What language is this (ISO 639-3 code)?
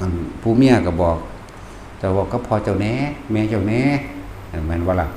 tts